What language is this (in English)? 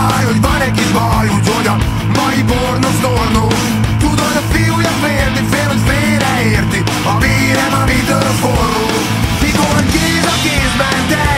Hungarian